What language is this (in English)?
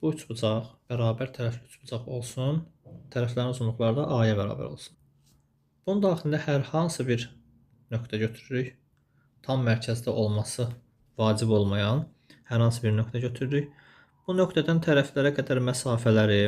Azerbaijani